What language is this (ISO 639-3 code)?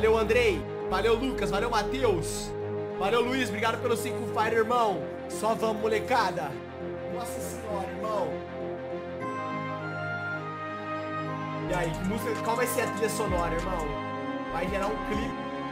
por